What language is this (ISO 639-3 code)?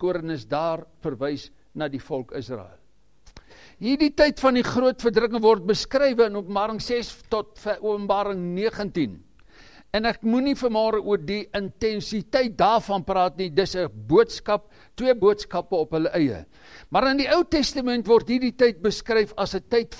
afr